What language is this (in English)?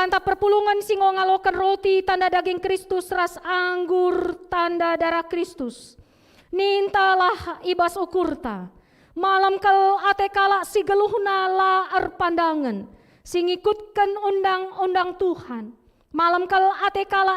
Batak Karo